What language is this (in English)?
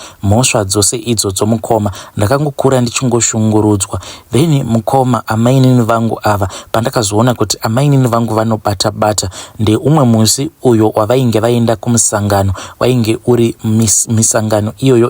Shona